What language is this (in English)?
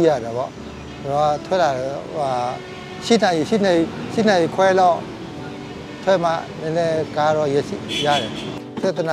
Burmese